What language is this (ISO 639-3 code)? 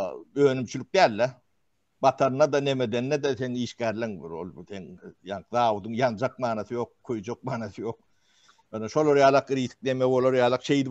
tuk